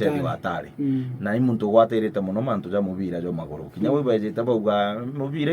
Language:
Meru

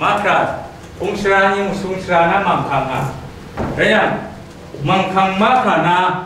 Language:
Kachin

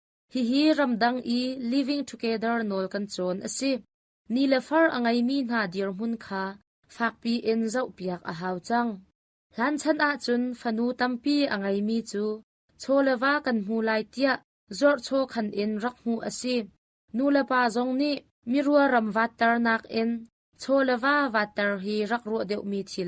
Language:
Hakha Chin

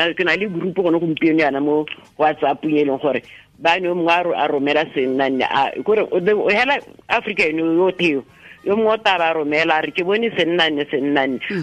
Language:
Tswana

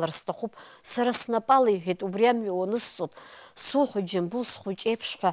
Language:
Abkhazian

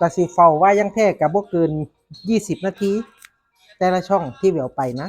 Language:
Northeastern Thai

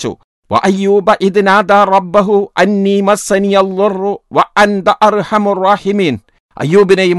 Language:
Malayalam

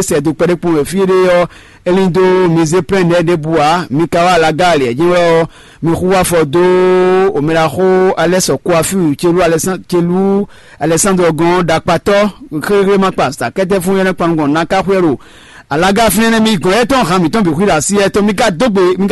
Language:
Fon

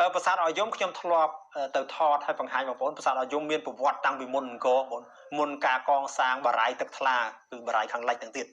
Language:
Khmer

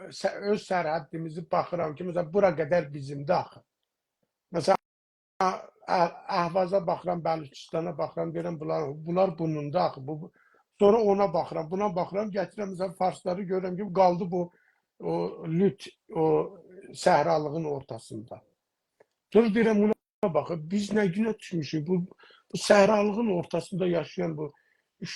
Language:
South Azerbaijani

